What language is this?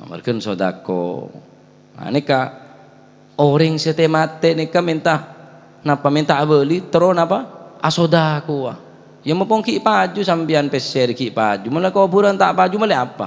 Madurese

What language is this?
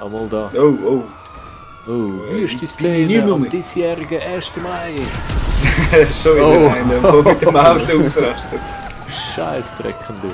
Swiss German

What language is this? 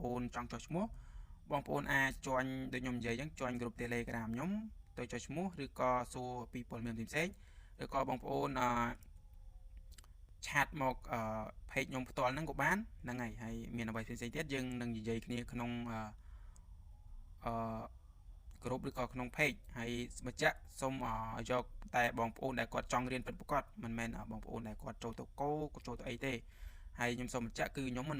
Khmer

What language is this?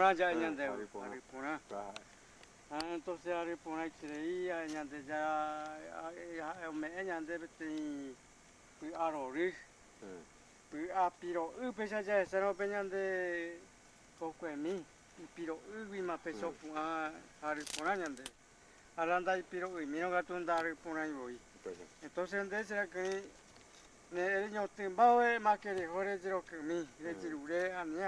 Guarani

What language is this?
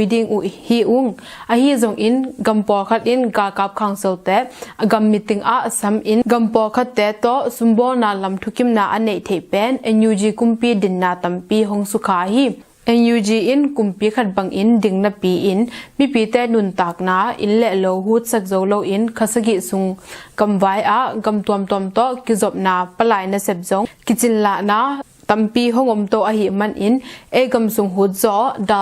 Tedim Chin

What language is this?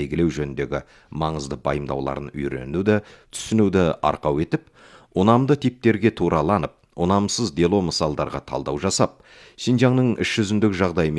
Kazakh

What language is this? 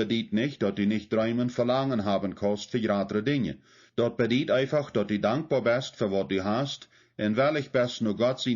Plautdietsch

